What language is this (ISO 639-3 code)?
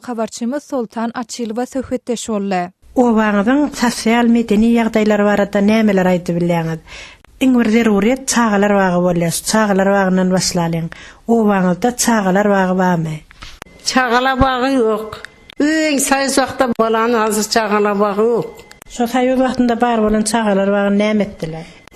tuk